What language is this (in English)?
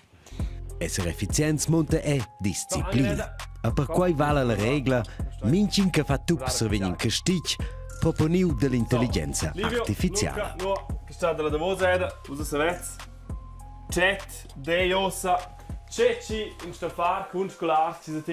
Romansh